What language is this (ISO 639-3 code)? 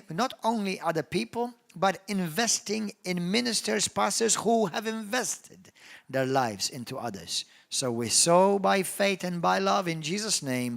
eng